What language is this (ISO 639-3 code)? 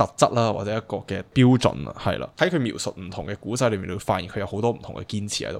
yue